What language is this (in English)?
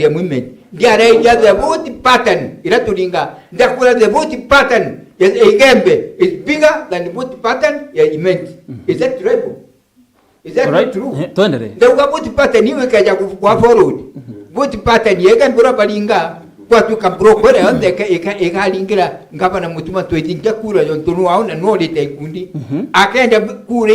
Meru